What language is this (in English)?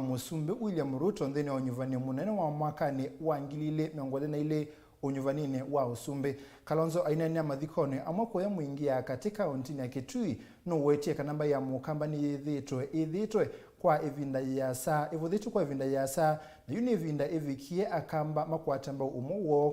Kamba